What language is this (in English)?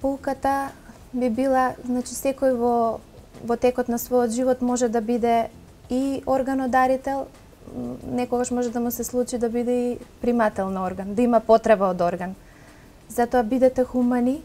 Macedonian